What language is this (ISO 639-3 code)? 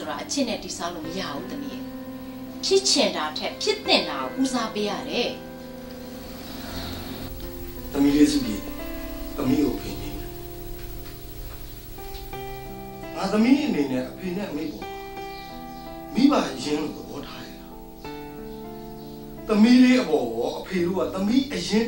mya